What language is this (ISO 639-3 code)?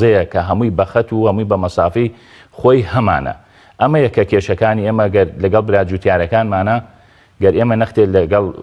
ckb